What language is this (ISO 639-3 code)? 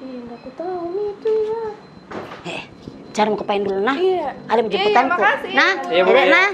mfp